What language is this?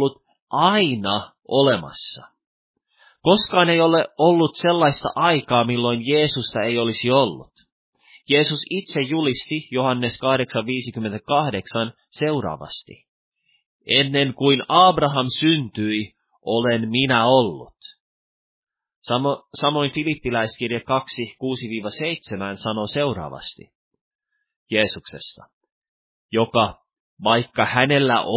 Finnish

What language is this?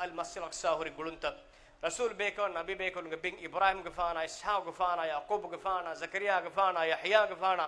Divehi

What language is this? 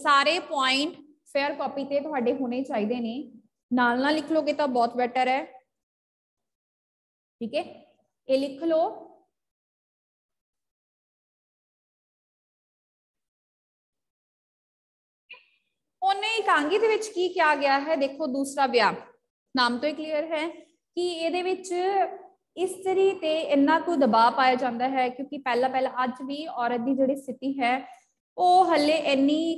Punjabi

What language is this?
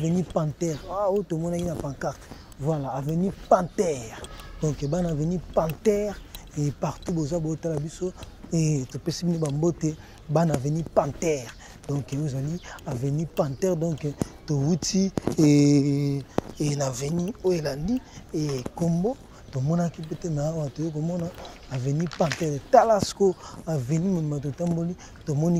Lingala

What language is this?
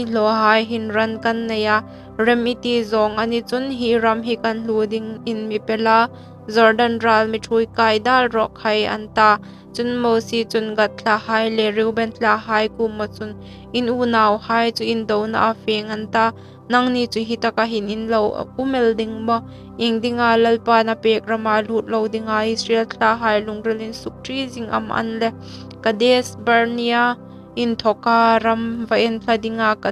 Hmar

